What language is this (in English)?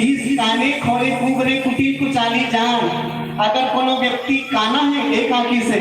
Chhattisgarhi